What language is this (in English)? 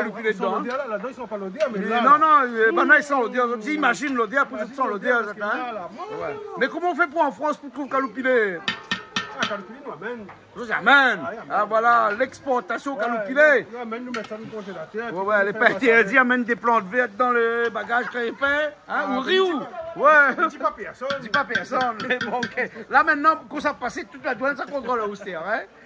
Réunion Creole French